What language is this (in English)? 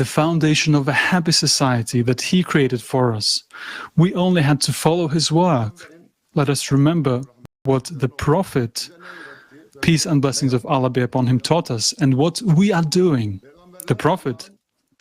Nyanja